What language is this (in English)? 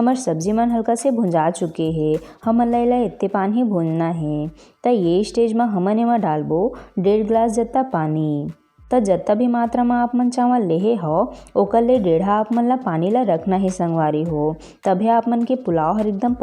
Chhattisgarhi